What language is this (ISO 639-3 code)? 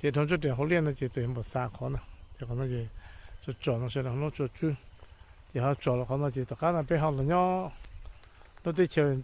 hmn